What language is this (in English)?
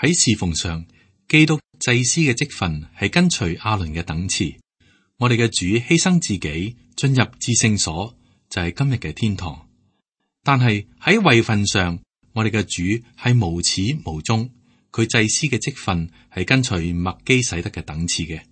Cantonese